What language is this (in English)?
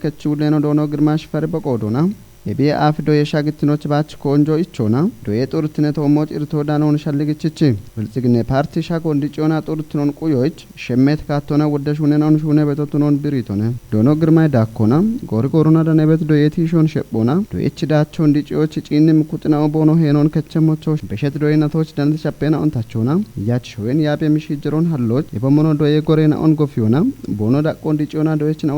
Kafa